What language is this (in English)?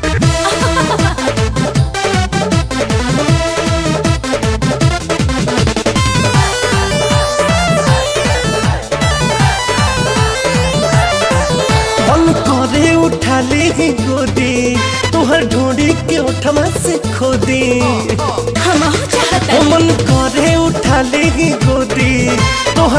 Bhojpuri